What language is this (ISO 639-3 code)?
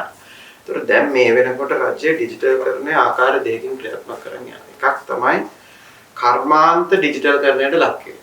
sin